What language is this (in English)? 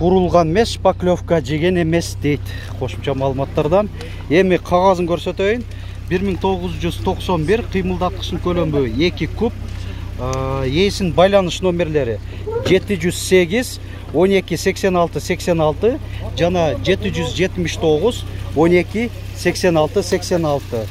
Kyrgyz